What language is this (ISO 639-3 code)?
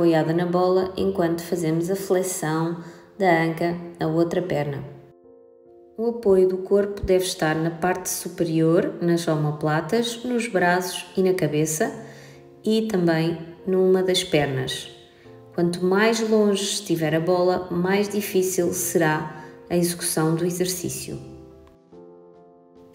por